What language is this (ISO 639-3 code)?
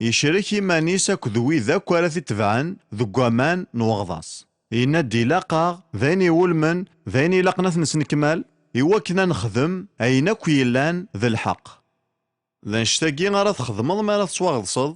kab